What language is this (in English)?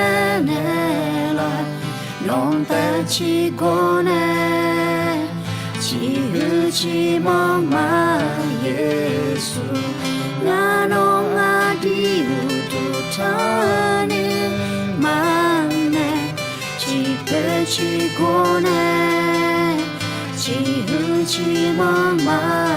Akha